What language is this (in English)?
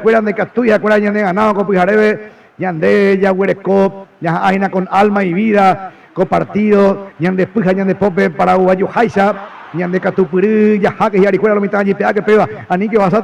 Guarani